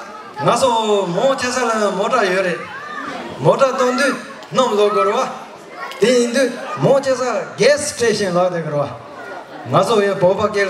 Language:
Tibetan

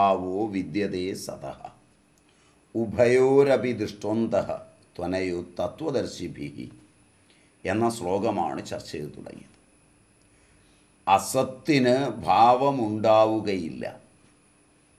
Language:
Malayalam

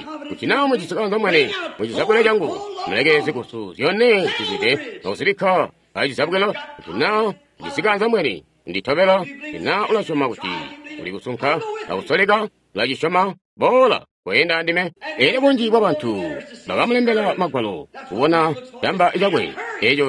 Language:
Tonga (Zambia)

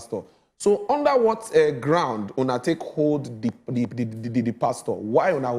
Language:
Nigerian Pidgin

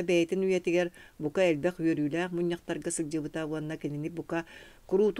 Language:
Yakut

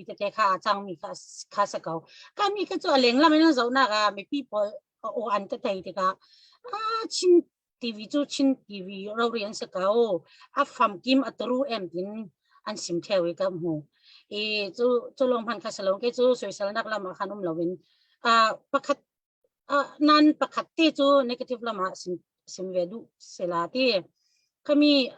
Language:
Falam Chin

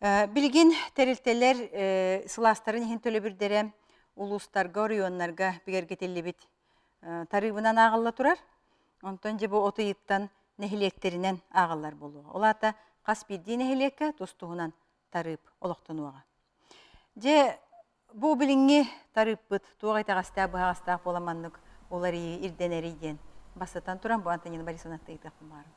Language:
Yakut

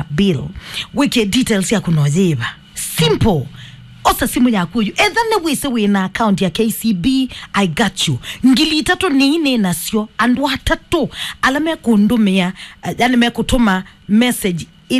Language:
Kamba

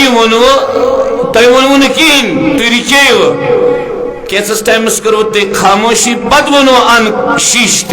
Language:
Kashmiri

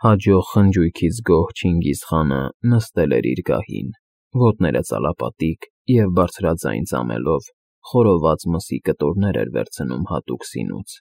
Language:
Armenian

